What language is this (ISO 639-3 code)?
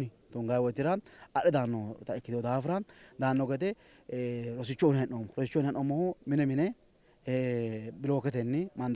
sid